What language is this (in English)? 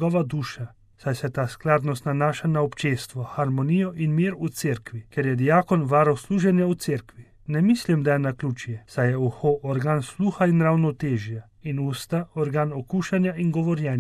Slovenian